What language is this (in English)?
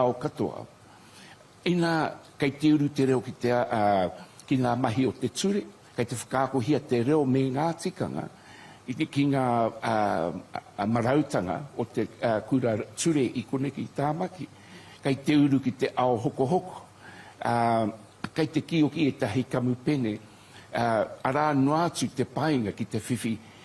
Māori